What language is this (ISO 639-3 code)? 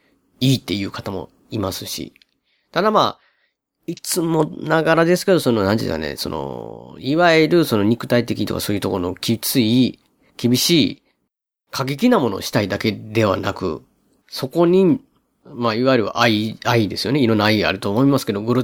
jpn